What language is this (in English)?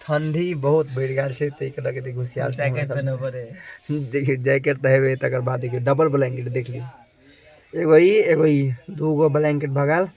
Maithili